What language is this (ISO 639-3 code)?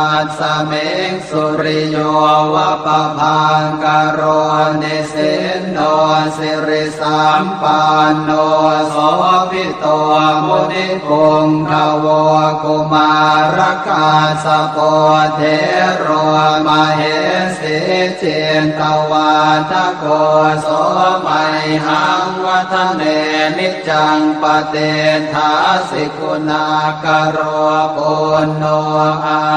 pli